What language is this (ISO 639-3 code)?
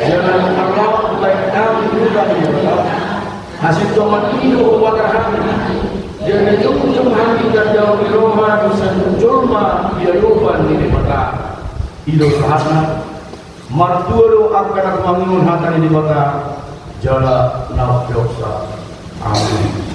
bbc